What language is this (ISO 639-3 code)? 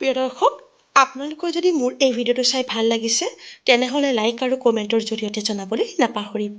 asm